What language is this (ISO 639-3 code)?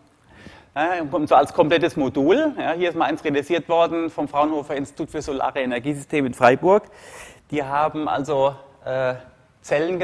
deu